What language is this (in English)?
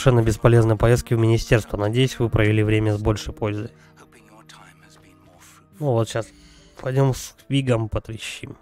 Russian